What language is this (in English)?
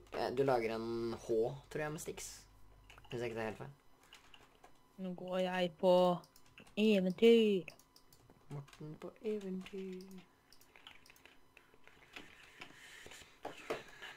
Norwegian